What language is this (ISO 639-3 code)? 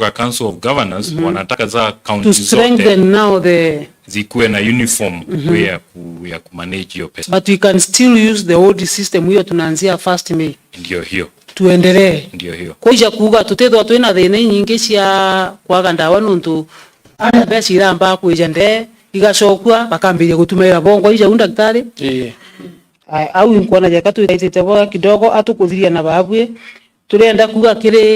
mer